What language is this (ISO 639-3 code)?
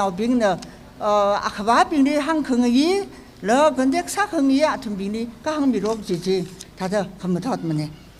nmf